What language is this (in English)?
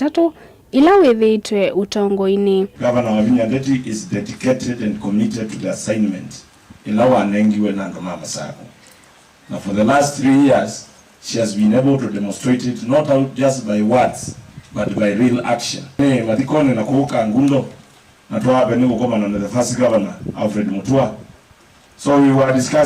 Kamba